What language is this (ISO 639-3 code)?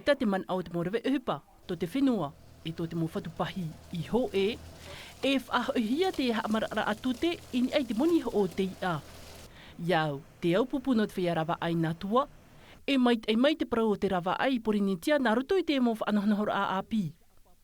tah